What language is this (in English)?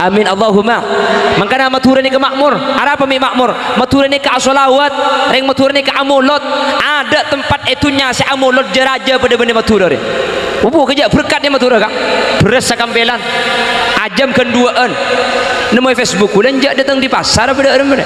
Madurese